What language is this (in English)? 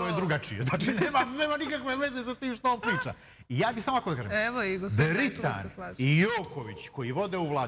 Serbian